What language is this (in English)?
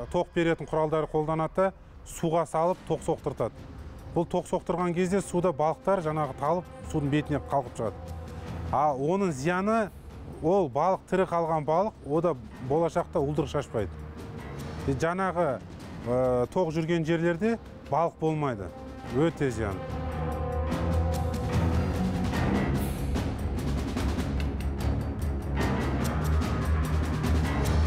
Kazakh